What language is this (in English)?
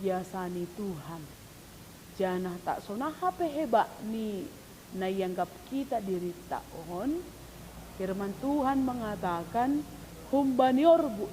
Batak Simalungun